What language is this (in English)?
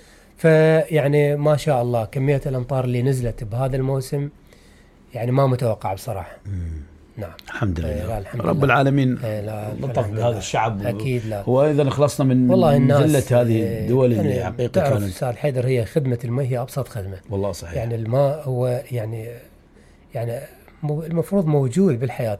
Mesopotamian Arabic